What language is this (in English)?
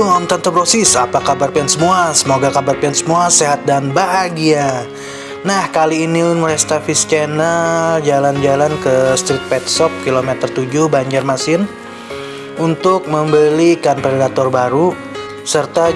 Banjar